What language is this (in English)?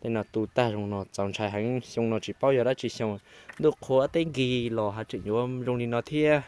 Hmong